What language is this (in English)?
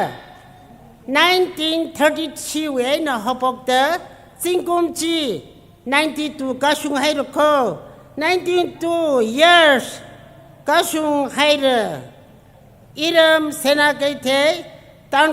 Tangkhul Naga (India)